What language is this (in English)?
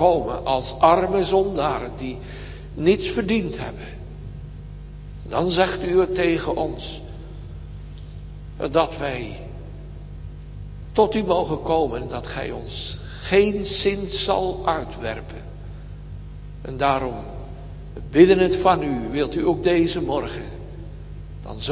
Dutch